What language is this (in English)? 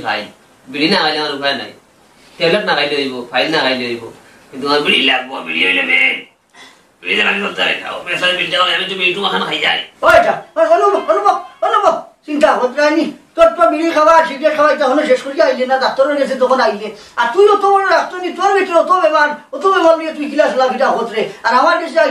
Sylheti